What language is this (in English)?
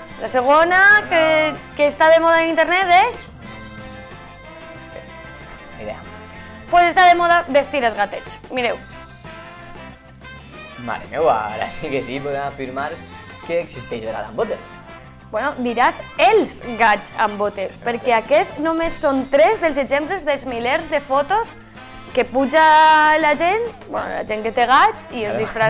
Catalan